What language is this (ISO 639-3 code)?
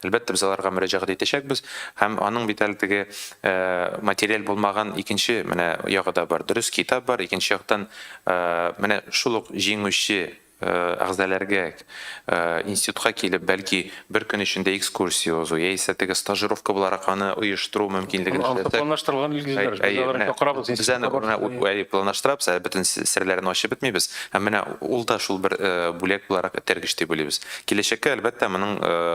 tat